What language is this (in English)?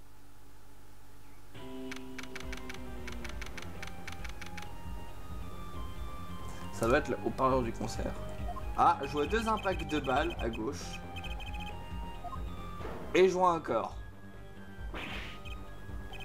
French